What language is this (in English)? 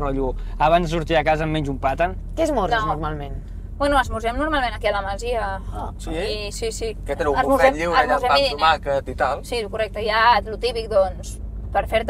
Catalan